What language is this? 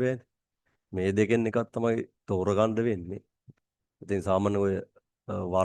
Sinhala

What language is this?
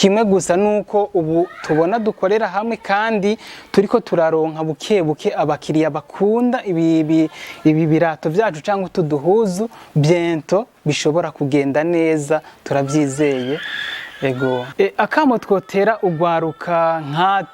Rundi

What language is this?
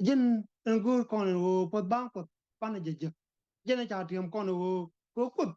Nuer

